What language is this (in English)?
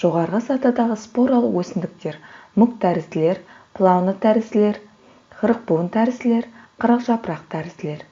Kazakh